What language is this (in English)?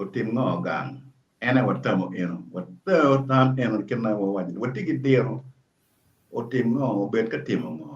Acoli